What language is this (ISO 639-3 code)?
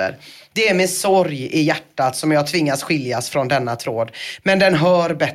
swe